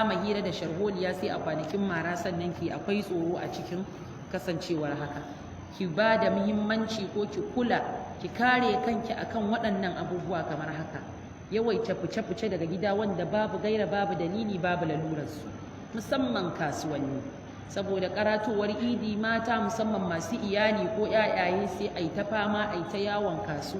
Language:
Hausa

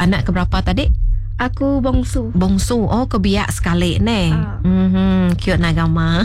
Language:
Iban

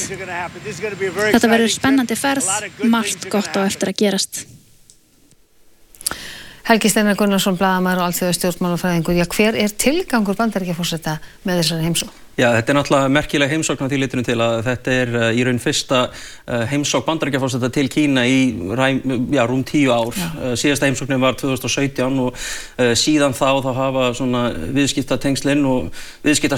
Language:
Icelandic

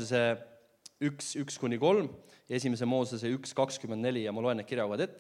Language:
Estonian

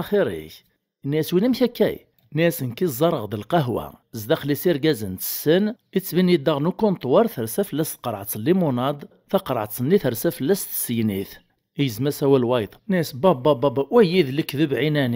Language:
Kabyle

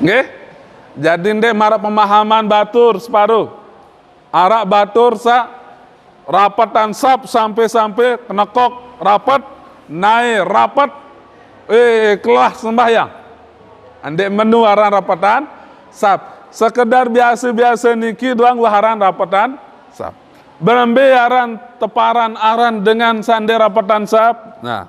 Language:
Sasak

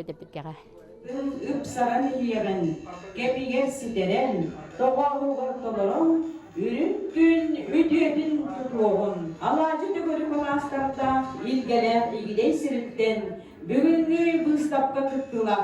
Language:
Yakut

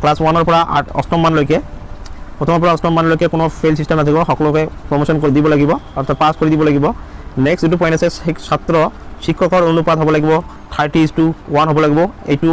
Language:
Assamese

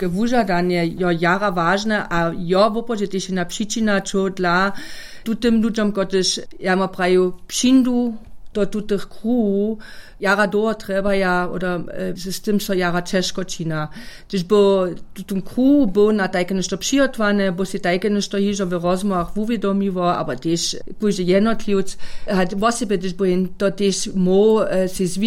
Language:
Upper Sorbian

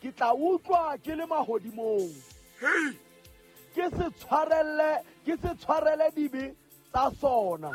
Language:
Southern Sotho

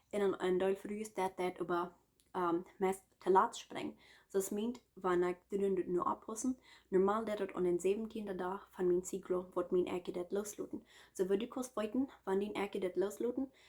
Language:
Plautdietsch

